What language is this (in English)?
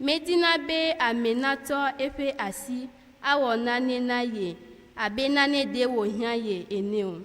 Ewe